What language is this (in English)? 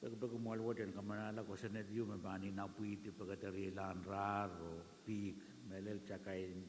Pohnpeian